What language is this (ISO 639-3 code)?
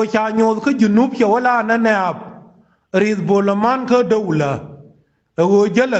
nus